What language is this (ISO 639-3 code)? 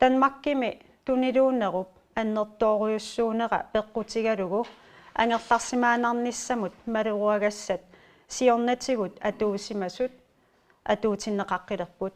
kal